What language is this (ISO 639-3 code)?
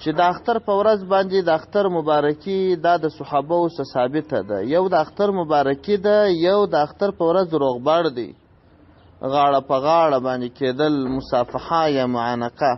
pus